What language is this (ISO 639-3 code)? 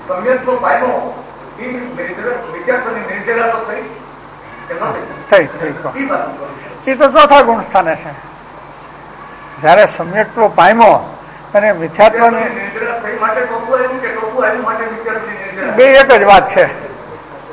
guj